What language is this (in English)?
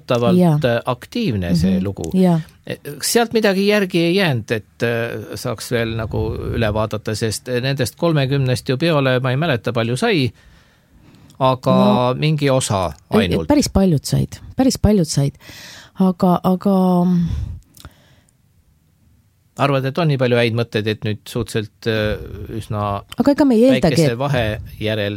Estonian